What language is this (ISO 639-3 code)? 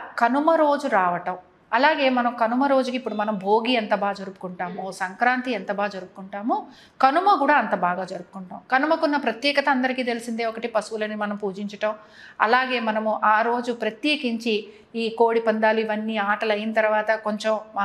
tel